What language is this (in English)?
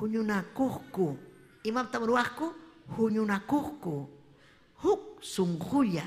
Ayacucho Quechua